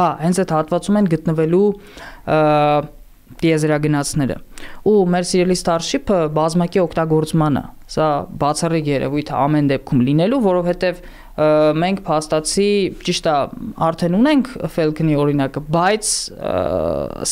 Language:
Armenian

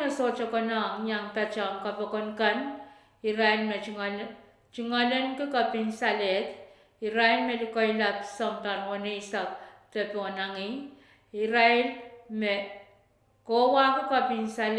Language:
Pohnpeian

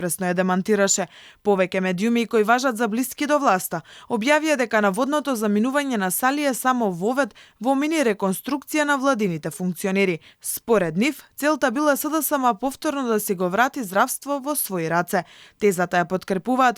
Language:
Macedonian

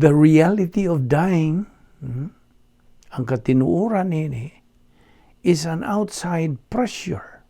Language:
Cebuano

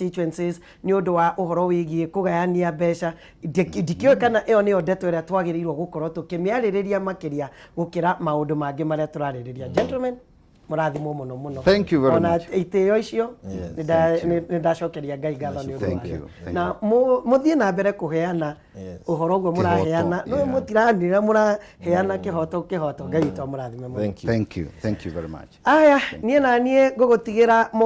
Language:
Kikuyu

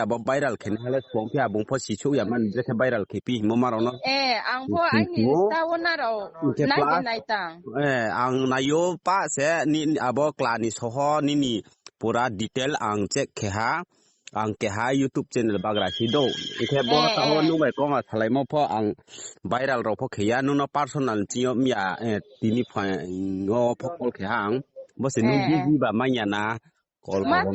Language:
Riang (India)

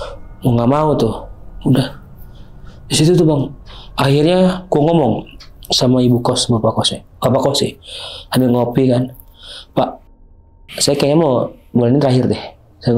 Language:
Indonesian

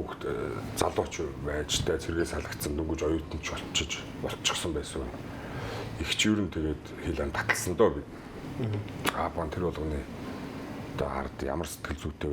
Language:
Mongolian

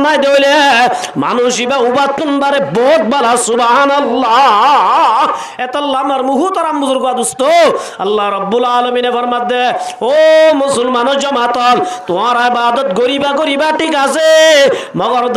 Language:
Rohingya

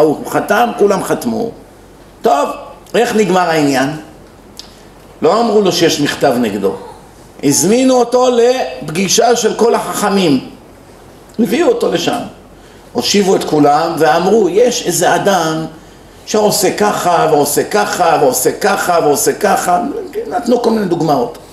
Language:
Hebrew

